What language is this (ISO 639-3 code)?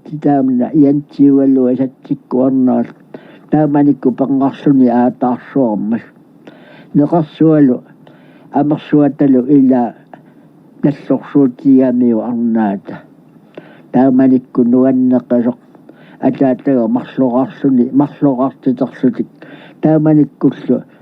kal